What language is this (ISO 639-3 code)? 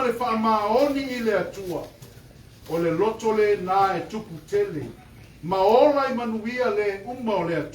smo